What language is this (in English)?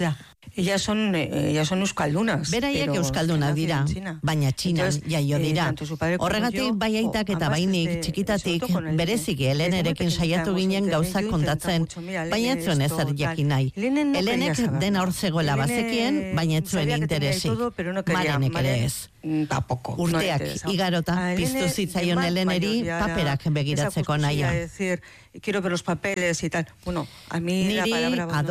Basque